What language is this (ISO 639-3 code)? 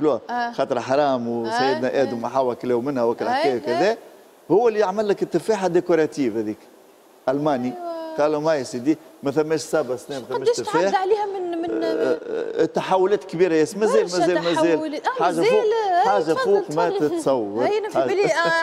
aeb